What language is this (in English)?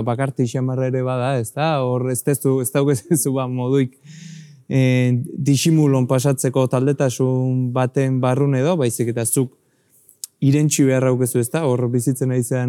Basque